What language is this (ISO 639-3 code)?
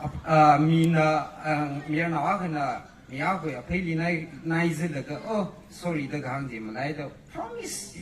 nmf